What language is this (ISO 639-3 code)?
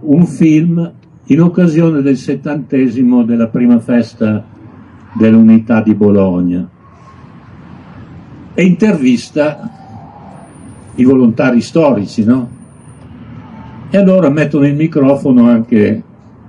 ita